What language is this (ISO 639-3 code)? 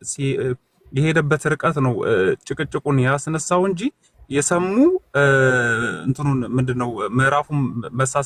amh